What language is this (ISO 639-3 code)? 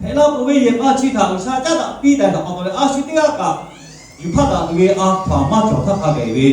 lhu